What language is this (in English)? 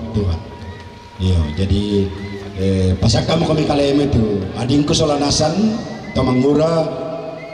Toraja-Sa'dan